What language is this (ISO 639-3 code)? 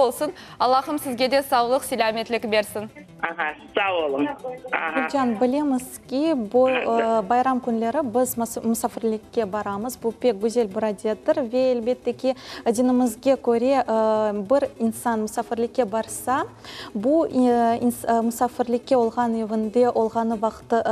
crh